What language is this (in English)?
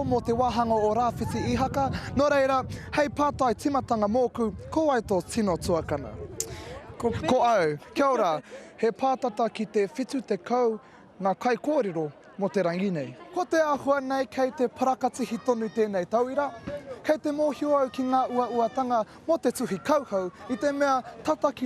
Māori